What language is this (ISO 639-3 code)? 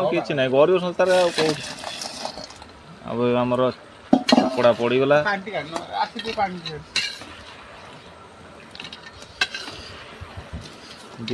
ori